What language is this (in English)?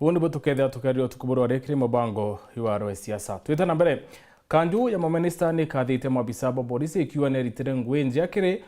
Meru